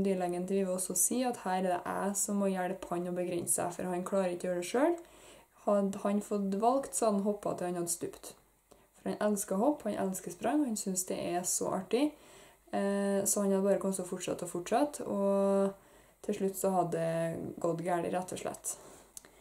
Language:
Norwegian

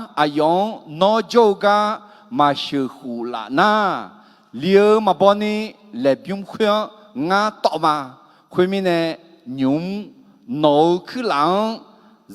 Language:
Akha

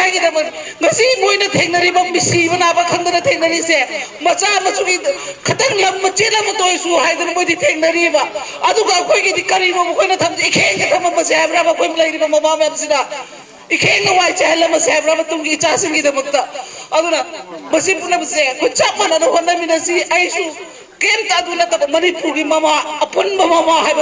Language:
Manipuri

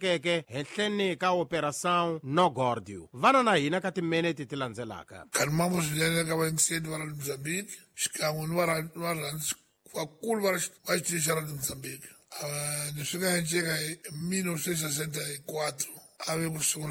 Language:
Tsonga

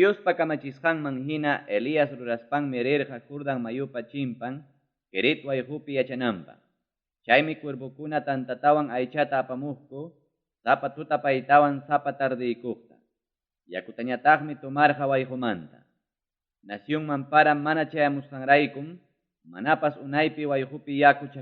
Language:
Ayacucho Quechua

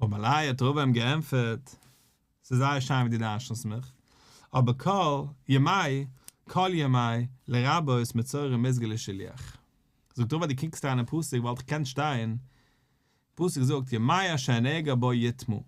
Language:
Yiddish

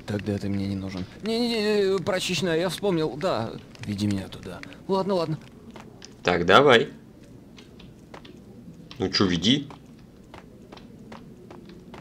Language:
Russian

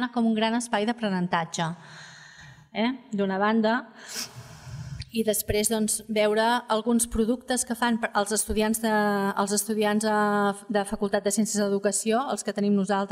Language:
Catalan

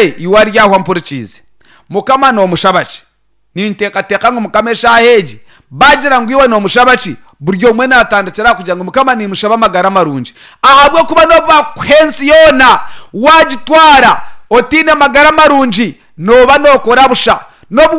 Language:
Nyankole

